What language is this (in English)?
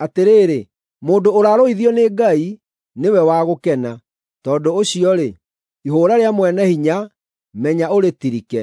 Kikuyu